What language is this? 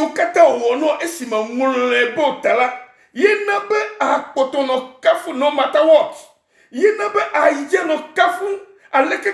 Ewe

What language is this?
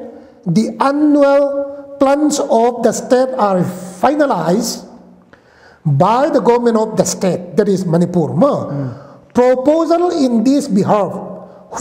Paite Chin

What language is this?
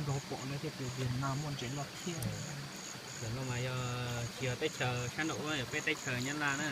Hmong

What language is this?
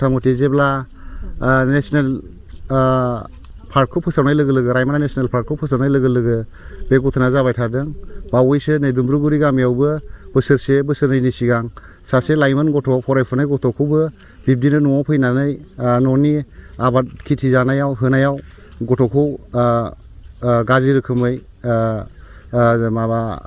Bodo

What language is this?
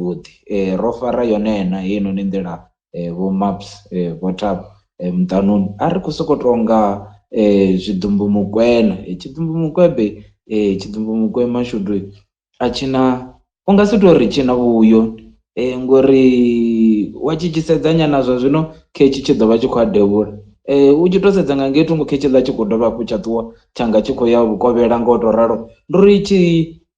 Venda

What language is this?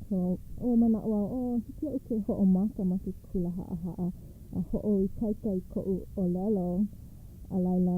Hawaiian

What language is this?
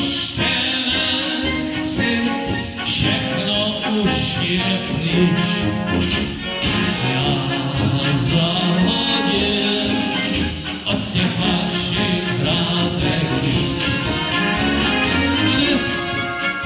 Czech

